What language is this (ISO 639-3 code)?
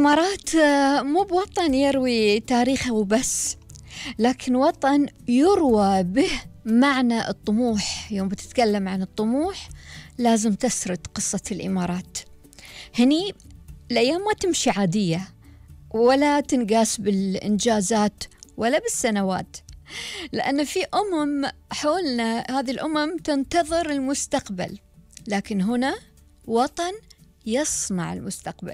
afb